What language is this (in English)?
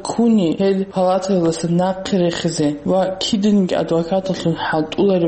Avaric